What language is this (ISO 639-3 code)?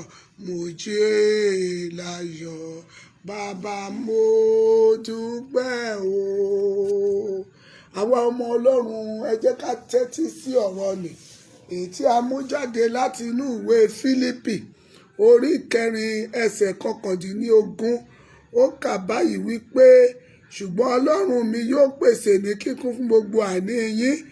yor